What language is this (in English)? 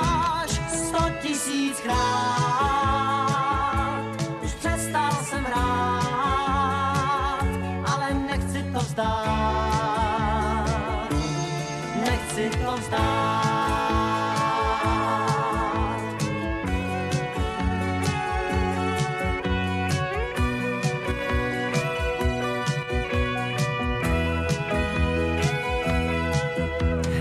Czech